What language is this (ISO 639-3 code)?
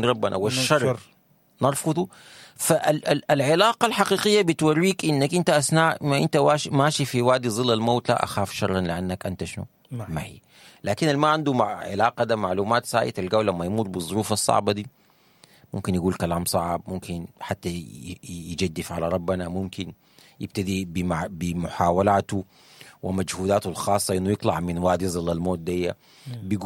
apd